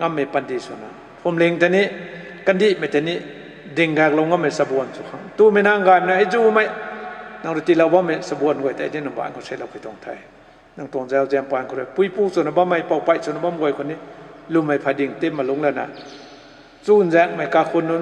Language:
Rongmei Naga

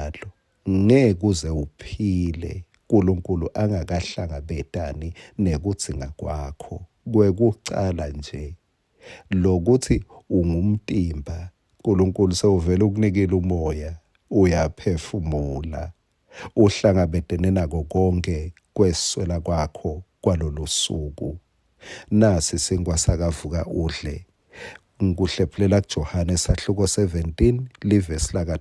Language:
Swati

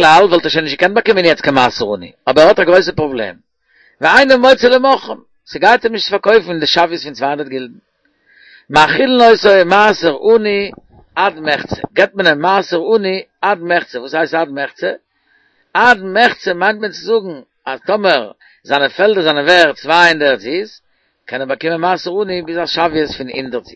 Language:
Yiddish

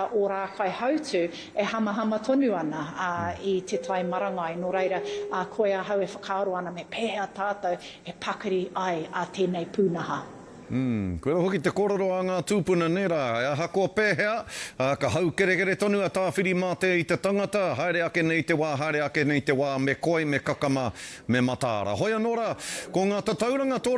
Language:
Māori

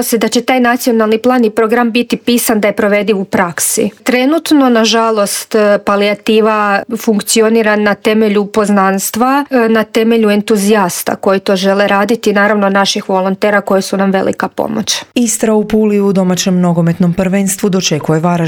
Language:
Croatian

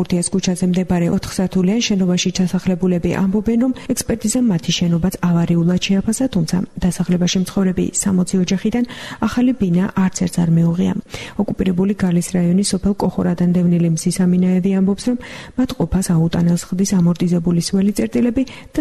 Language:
Georgian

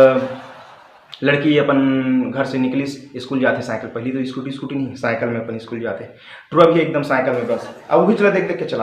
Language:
Chhattisgarhi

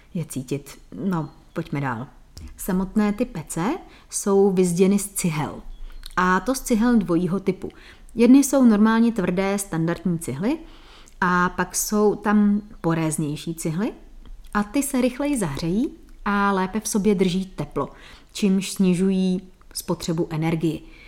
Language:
Czech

